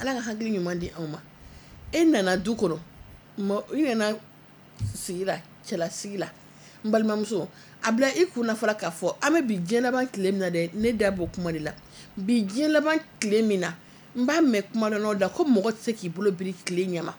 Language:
Bambara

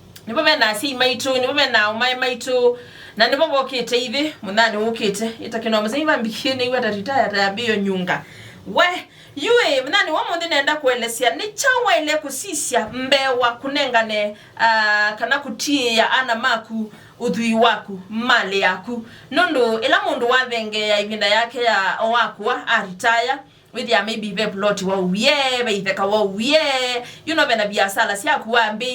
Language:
Kamba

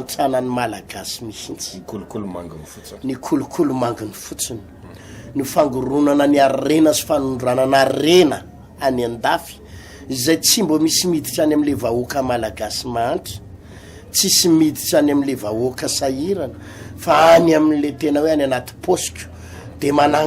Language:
Malagasy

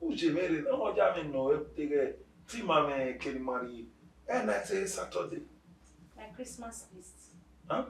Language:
Bini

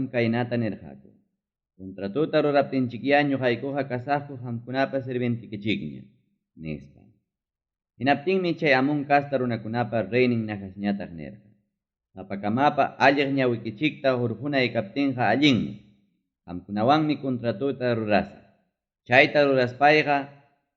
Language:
Ayacucho Quechua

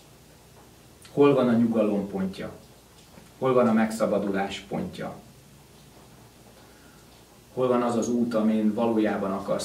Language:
Hungarian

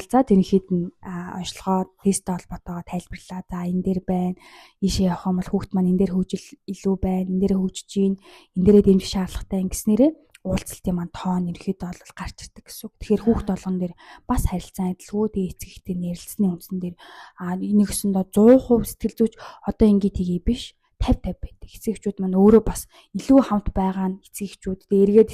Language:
Mongolian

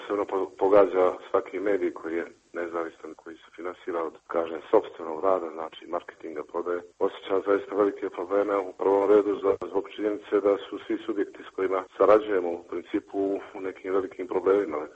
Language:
Serbian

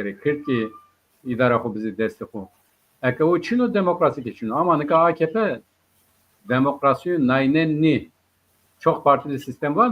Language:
Zaza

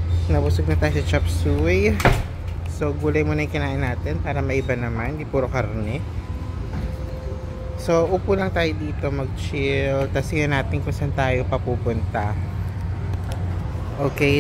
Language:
Filipino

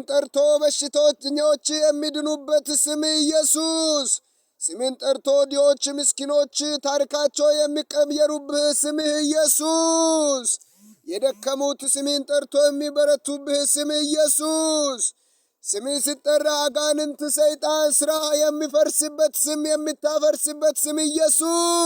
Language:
Amharic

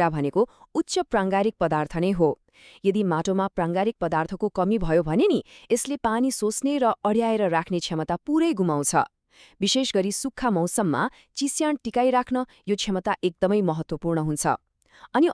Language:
Nepali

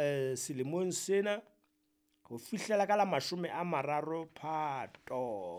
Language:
Southern Sotho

